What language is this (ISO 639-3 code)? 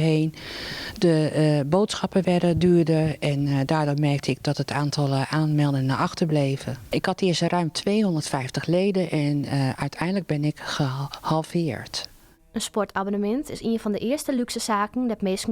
fry